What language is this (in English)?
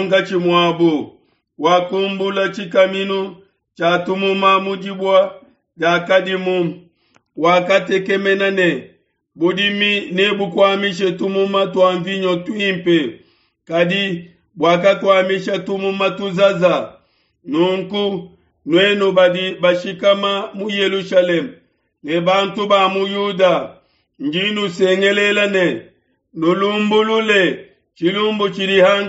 Luba-Lulua